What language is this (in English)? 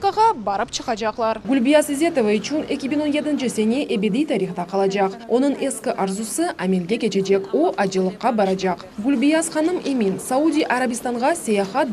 Crimean Tatar